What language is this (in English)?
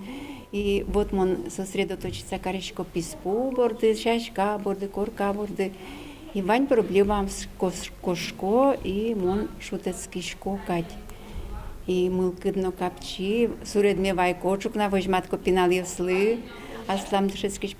Udmurt